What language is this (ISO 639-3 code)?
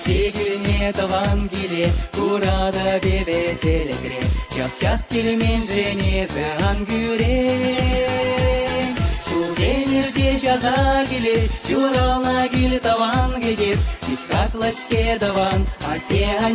chv